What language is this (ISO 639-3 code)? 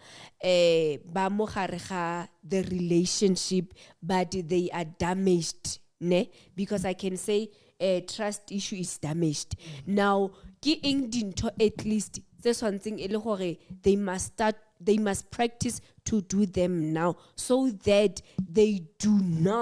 sot